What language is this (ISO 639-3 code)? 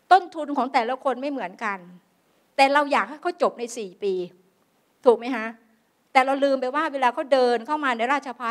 tha